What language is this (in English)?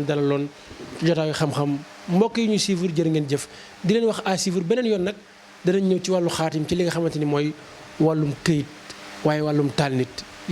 Wolof